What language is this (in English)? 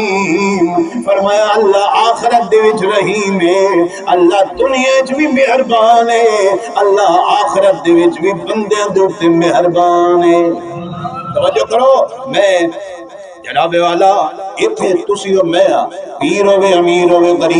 Saraiki